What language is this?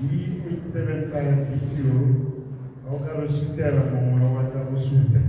Tswana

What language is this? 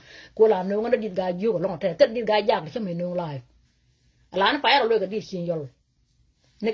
Nuer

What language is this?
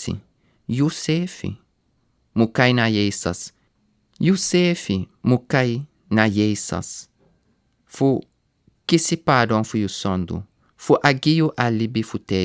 Sranan Tongo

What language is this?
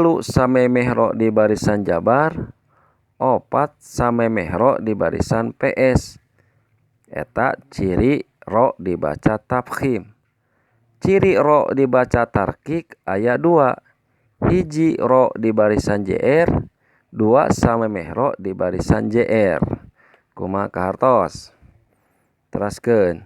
Sundanese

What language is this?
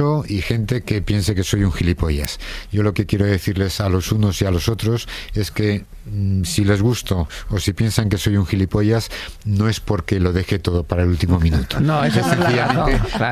Spanish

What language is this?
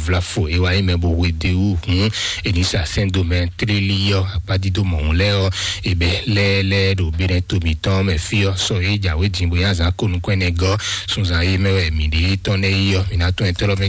Fon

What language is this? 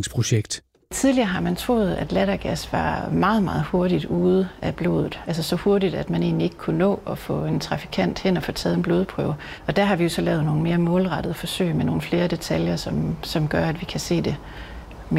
Danish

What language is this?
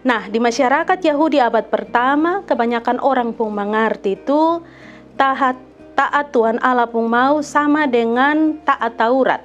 Kupang Malay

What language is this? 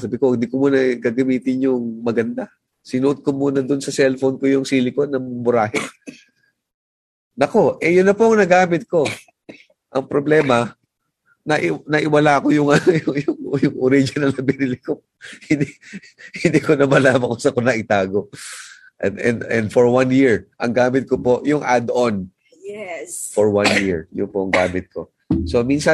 Filipino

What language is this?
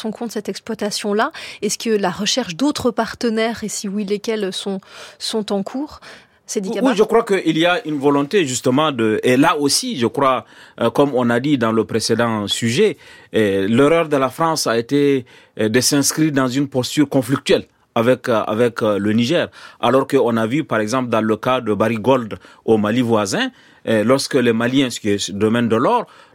French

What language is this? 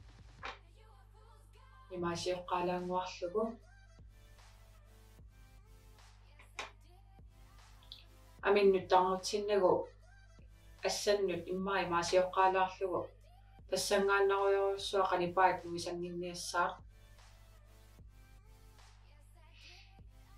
Kalaallisut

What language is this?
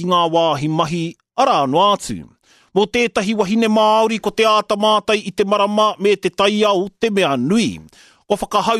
Māori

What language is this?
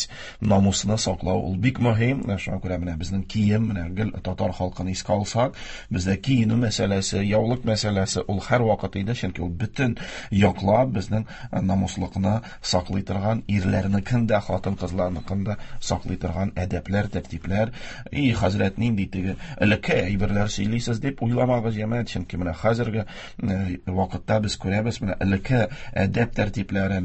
Tatar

